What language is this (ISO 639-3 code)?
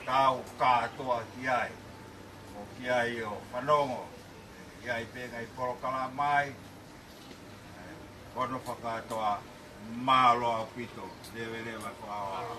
ton